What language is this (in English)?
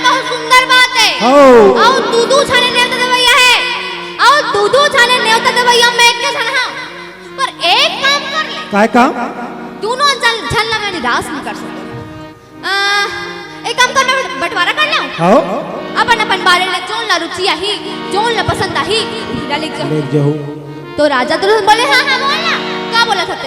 Chhattisgarhi